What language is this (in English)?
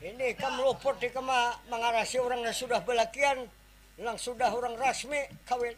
Banjar